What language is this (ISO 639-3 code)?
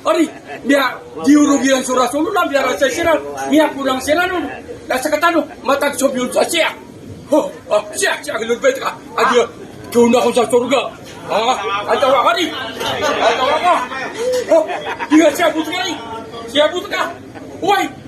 mrw